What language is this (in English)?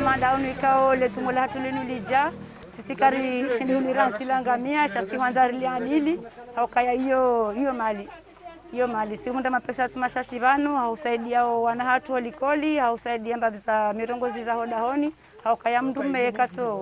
Ngazidja Comorian